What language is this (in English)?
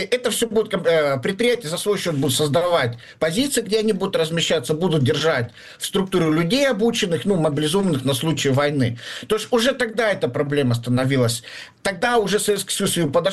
Russian